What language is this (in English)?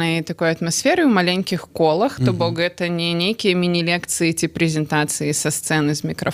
Belarusian